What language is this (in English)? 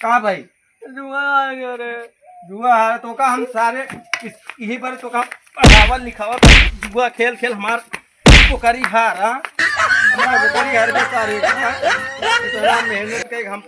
Awadhi